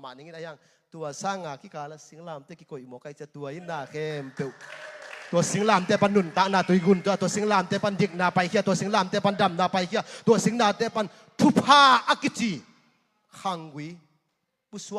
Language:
Tedim Chin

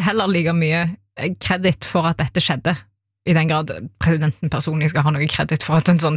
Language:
Norwegian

